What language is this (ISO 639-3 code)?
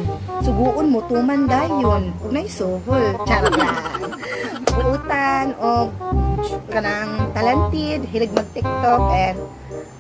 ceb